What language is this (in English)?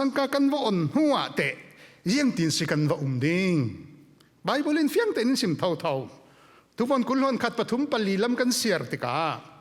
Falam Chin